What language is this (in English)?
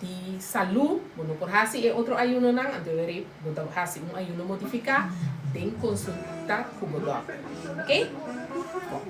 Papiamento